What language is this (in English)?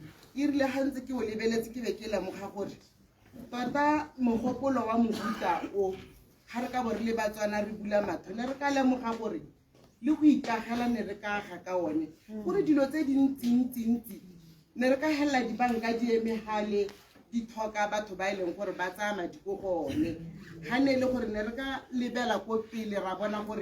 Tswana